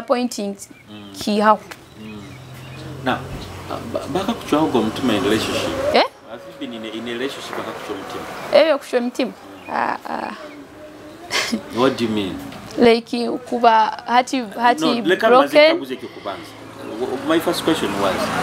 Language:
Nyoro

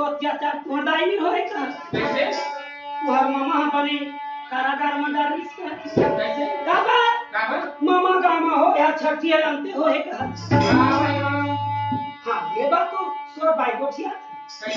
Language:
Chhattisgarhi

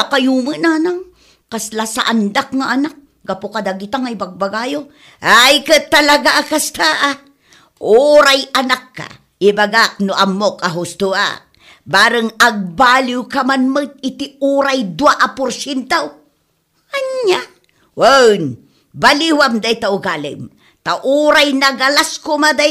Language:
Iloko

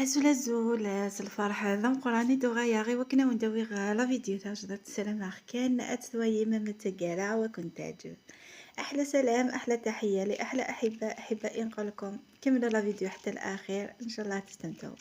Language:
Kabyle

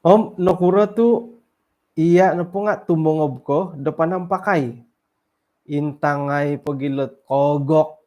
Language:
Central Dusun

